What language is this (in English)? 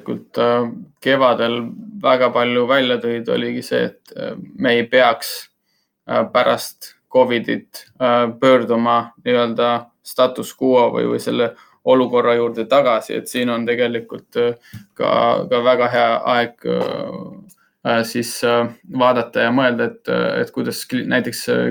Estonian